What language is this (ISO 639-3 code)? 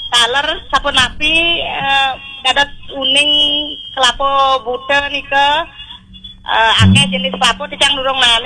ban